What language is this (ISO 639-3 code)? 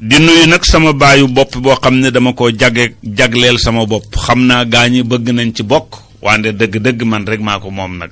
wol